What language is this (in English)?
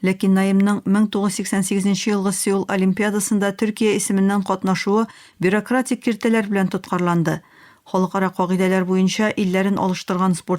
Tatar